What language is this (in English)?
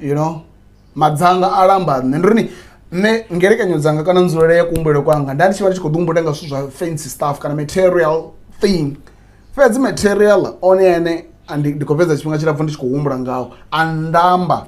Venda